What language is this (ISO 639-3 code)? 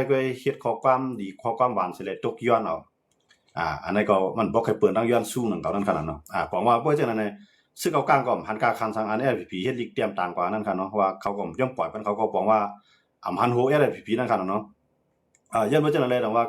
shn